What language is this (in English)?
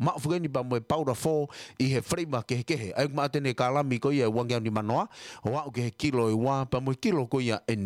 Tongan